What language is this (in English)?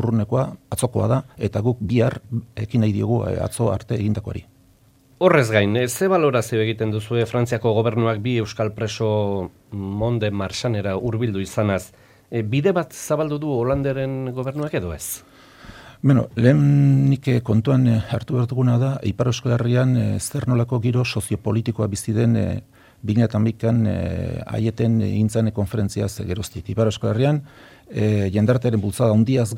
Basque